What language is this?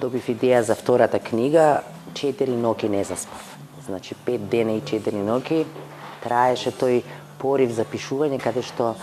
Macedonian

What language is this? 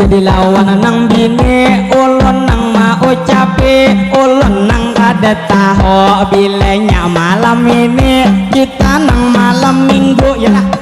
Banjar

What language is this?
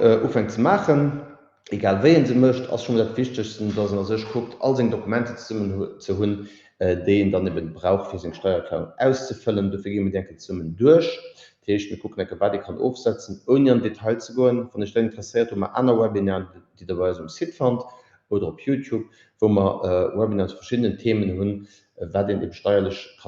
Luxembourgish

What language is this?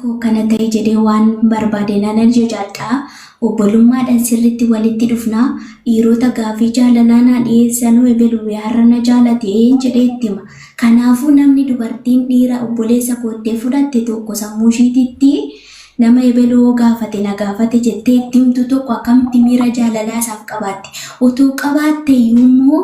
Oromo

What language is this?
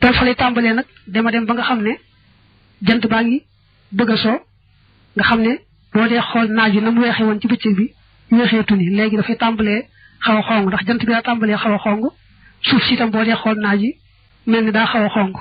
Wolof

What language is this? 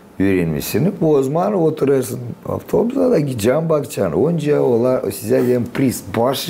Gagauz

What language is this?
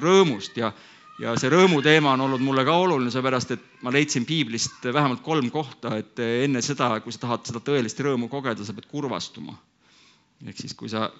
Estonian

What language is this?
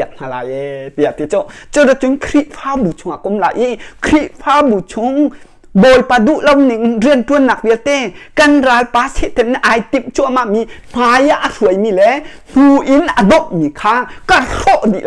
Hakha Chin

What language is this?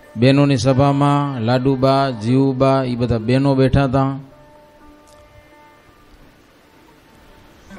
Gujarati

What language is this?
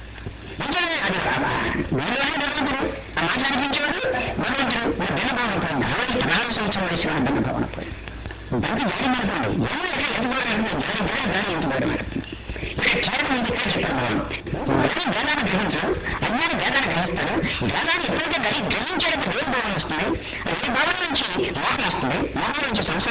Telugu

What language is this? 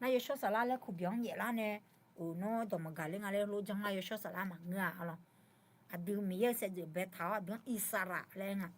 Akha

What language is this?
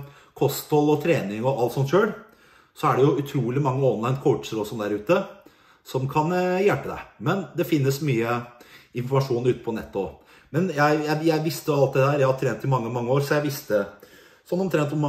Norwegian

